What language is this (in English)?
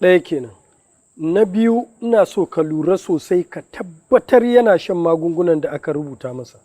Hausa